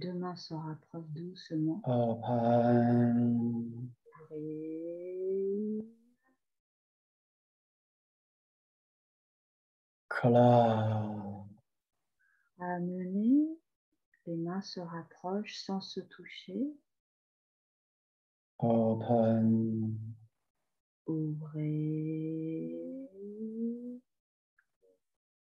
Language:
French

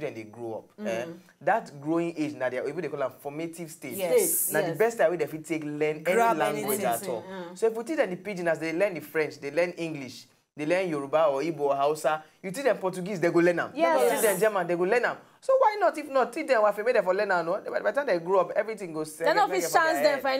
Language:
Nigerian Pidgin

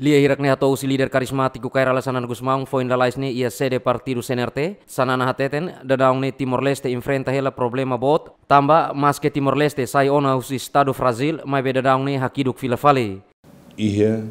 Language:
Tetum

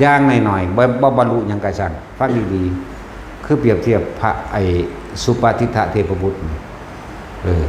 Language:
Northeastern Thai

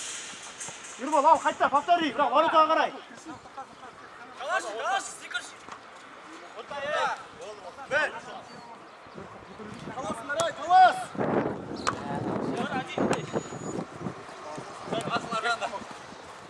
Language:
Kazakh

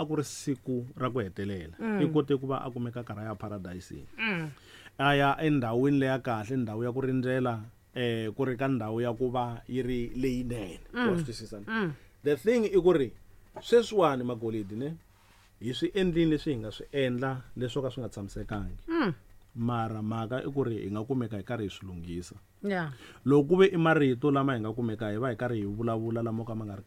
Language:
Tsonga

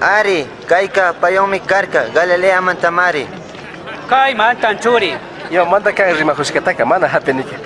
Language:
Chimborazo Highland Quichua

